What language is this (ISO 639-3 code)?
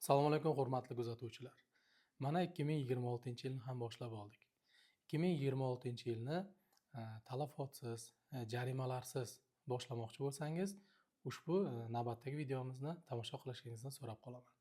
uzb